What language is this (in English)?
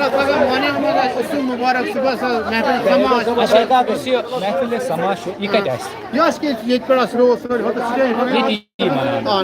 Kashmiri